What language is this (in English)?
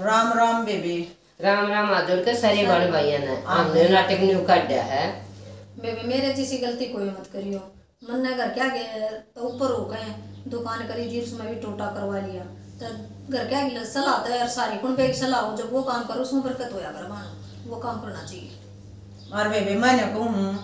Haryanvi